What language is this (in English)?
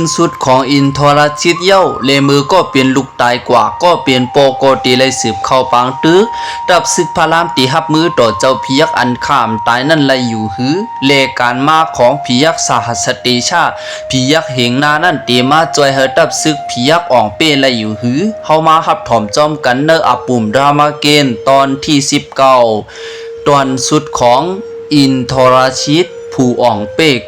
Shan